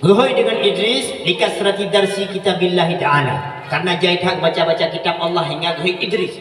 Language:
Achinese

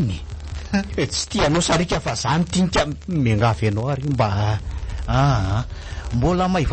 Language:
Malagasy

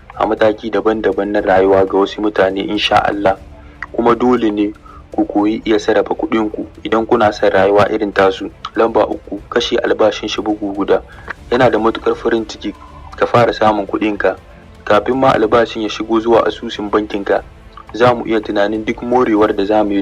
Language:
Hausa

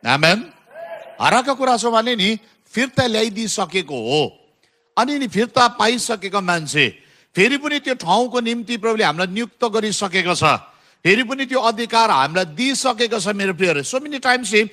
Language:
Nepali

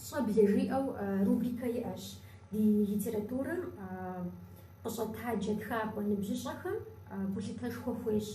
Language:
Kabardian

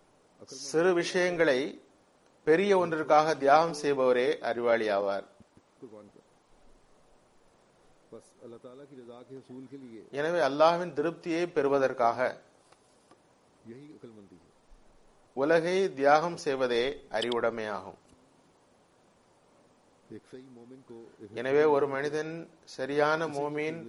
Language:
Tamil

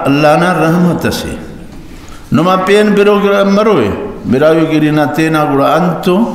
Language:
Brahui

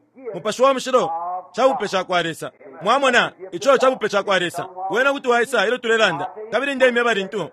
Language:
Bemba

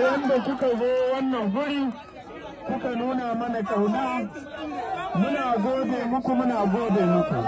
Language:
Hausa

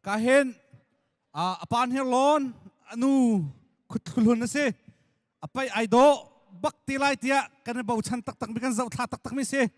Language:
Hakha Chin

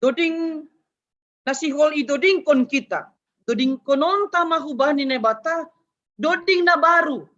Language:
Batak Simalungun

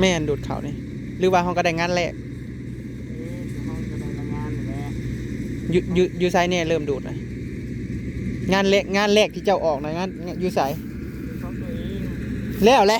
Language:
Northeastern Thai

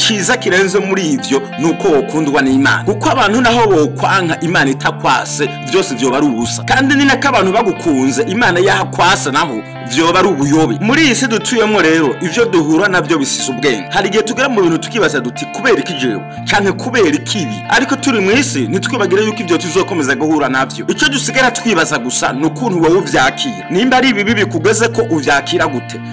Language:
Rundi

